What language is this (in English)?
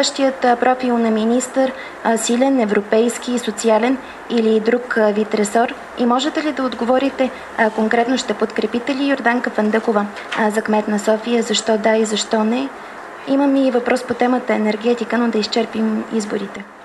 Bulgarian